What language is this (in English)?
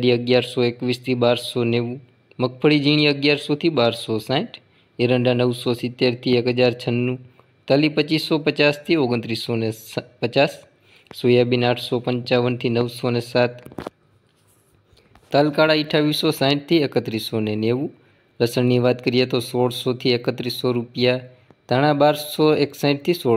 Gujarati